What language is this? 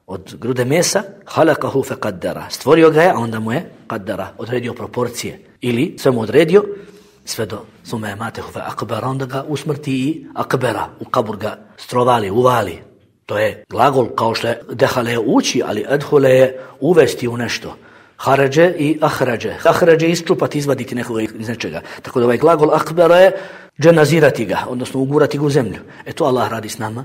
Bosnian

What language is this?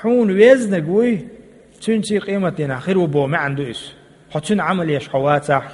Chechen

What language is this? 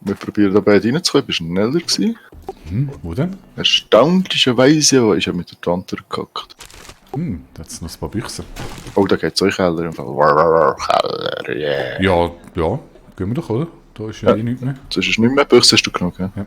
Swiss German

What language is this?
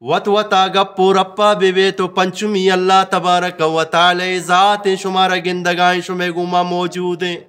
Eastern Balochi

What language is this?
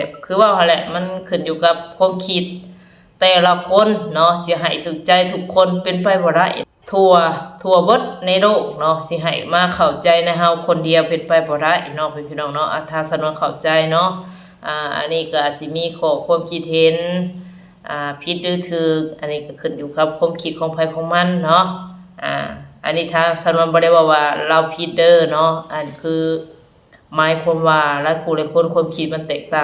Northeastern Thai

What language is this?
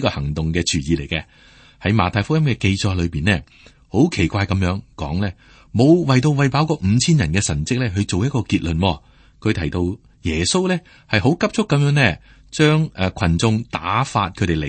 Cantonese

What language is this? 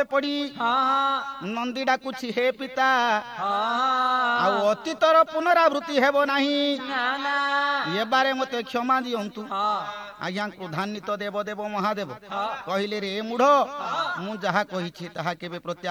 Odia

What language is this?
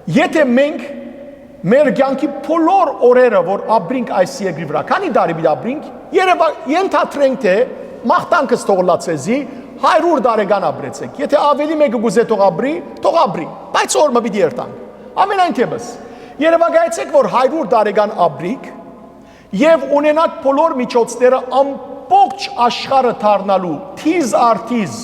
Western Armenian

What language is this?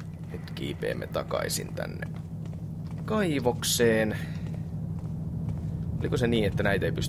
Finnish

